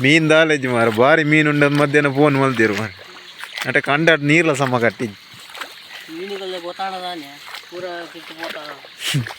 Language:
Tulu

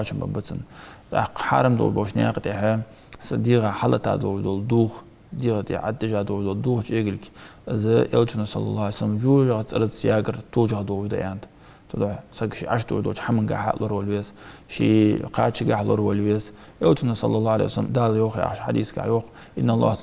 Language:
Ingush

